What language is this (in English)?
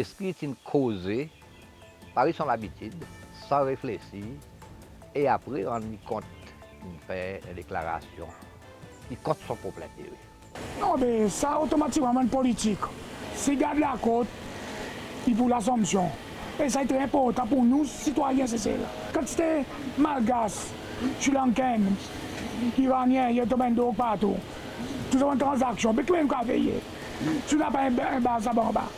Seselwa Creole French